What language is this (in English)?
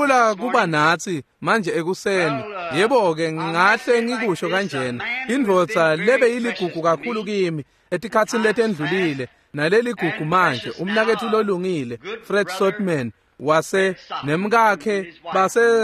Swati